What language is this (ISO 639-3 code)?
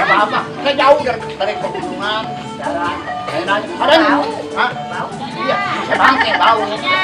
bew